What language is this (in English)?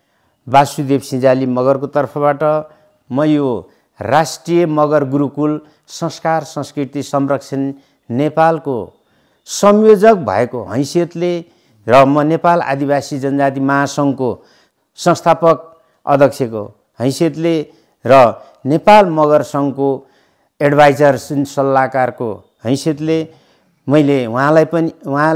Nepali